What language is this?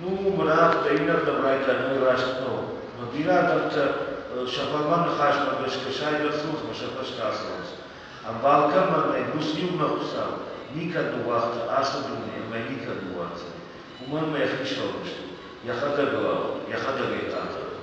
Ossetic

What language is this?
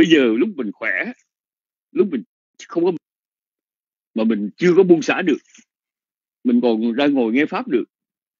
Vietnamese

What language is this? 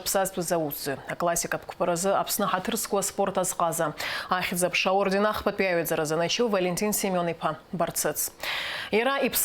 Abkhazian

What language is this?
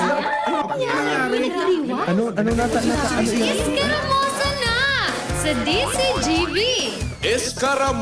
Bikol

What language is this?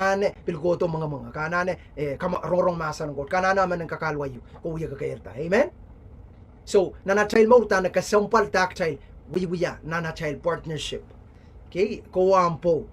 Pohnpeian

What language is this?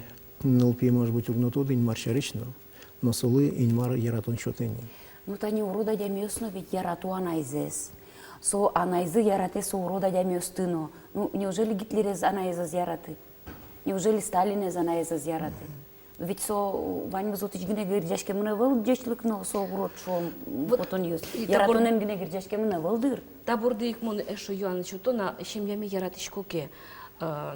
Udmurt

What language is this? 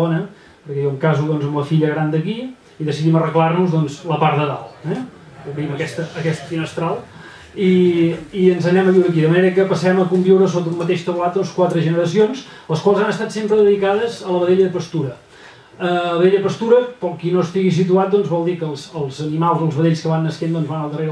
Catalan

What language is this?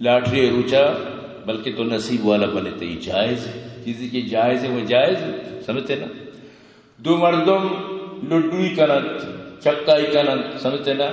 Eastern Balochi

